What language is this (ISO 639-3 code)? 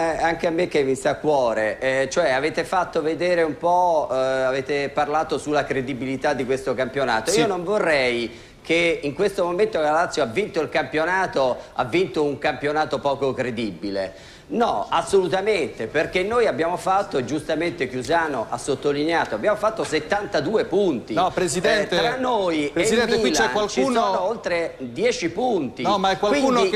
ita